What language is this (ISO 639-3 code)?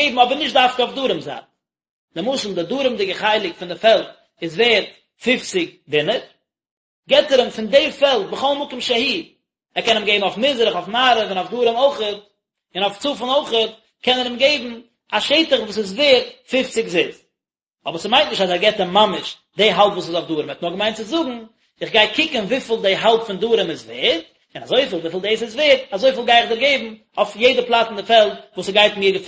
yid